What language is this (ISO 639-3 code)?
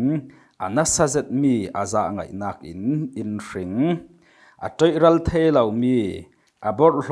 cfm